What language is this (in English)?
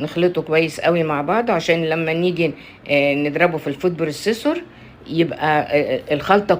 Egyptian Arabic